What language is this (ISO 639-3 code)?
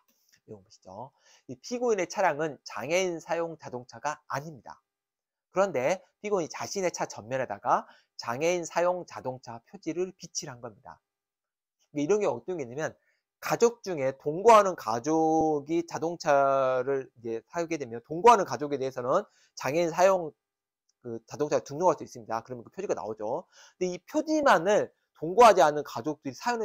kor